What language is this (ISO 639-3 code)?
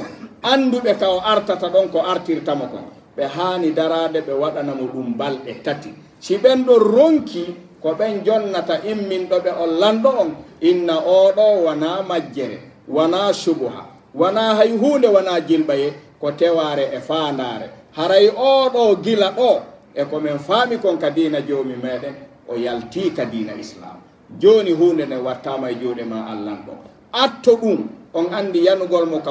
fuf